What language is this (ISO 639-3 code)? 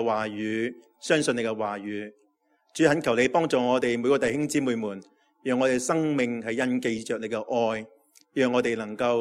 yue